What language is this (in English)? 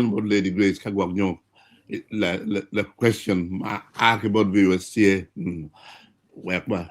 Acoli